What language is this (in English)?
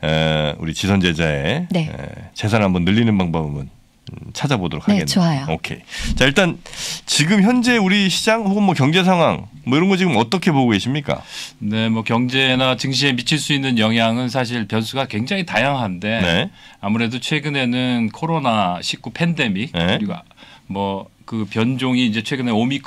Korean